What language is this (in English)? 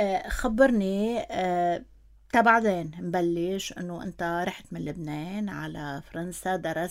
North Levantine Arabic